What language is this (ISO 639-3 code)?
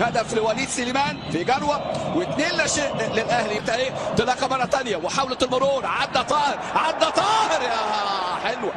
arz